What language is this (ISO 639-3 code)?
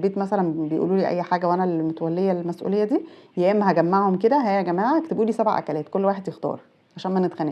arz